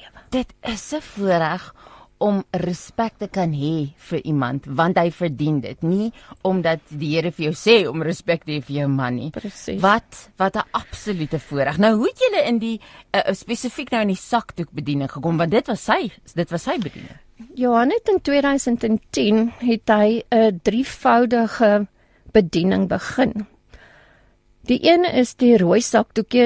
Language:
Afrikaans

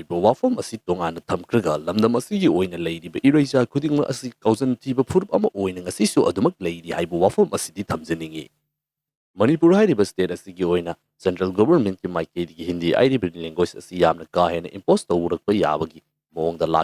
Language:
Manipuri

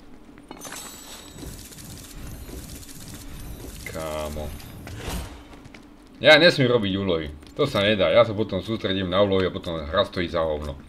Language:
Slovak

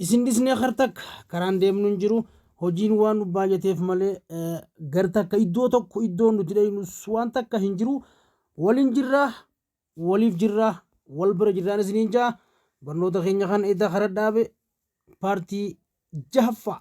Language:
Oromo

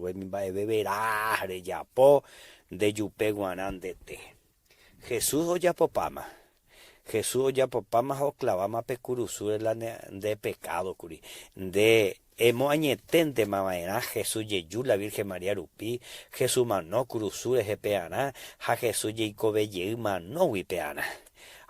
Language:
Guarani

